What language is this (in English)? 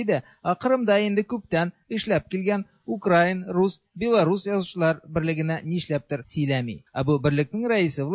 Tatar